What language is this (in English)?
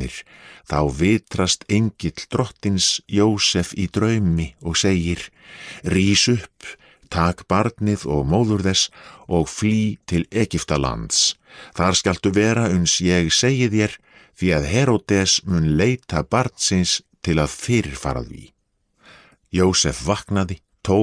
Icelandic